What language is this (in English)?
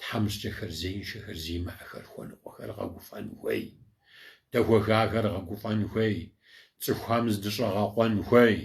Kabardian